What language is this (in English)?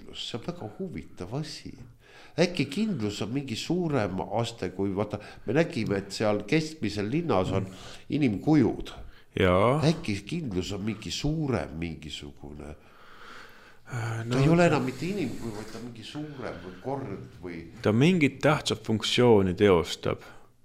Estonian